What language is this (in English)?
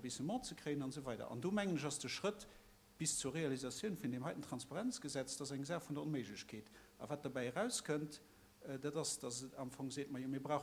Luxembourgish